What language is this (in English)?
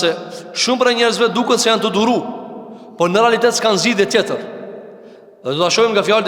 Albanian